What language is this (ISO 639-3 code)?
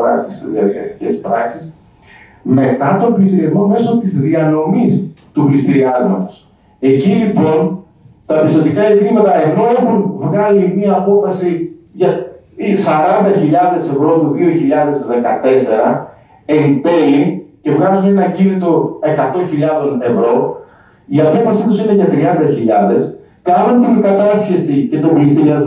ell